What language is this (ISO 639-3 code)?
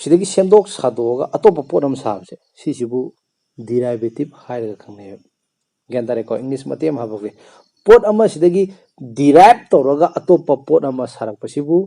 mni